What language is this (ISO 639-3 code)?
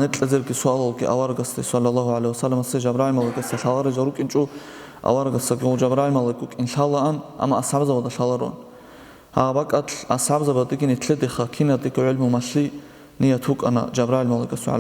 ava